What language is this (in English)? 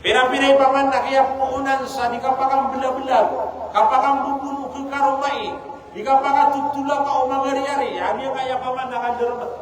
Maranao